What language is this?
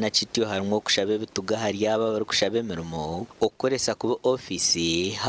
Nyankole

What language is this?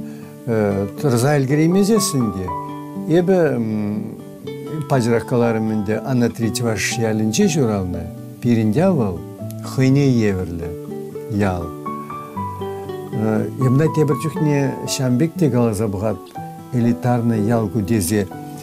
Chuvash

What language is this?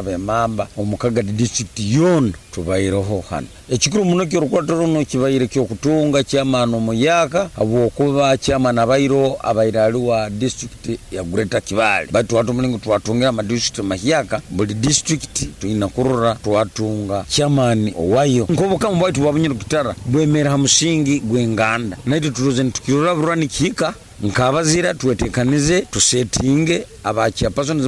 Nyoro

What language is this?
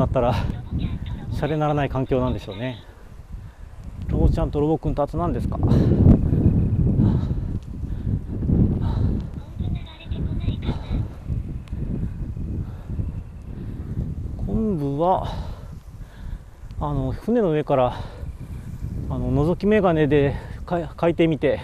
Japanese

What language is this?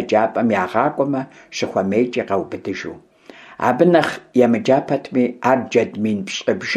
Kabardian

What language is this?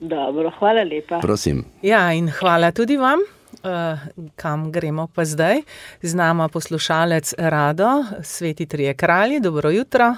Slovenian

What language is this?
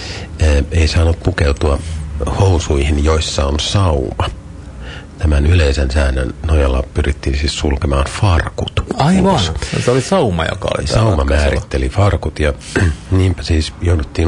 Finnish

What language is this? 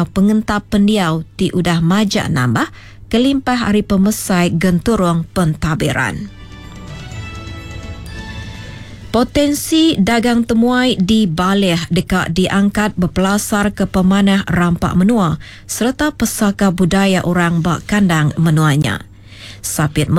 Iban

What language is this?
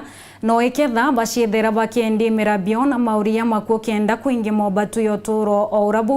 Meru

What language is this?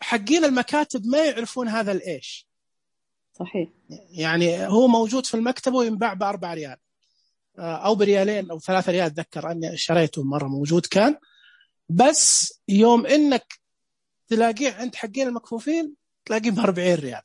Najdi Arabic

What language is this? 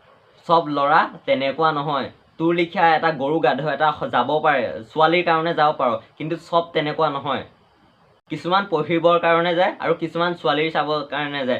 Assamese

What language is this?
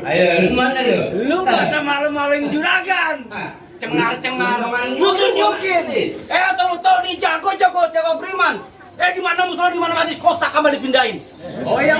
Betawi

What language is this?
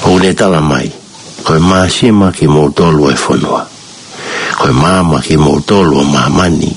Tongan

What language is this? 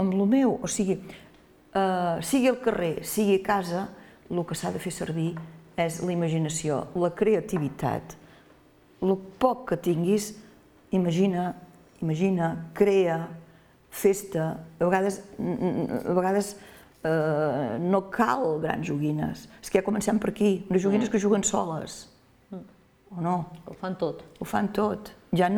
Catalan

